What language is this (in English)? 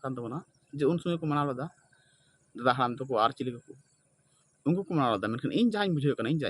Santali